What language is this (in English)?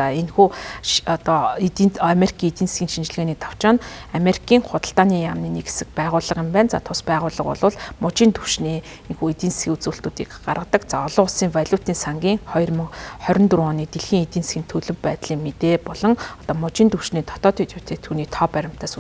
Mongolian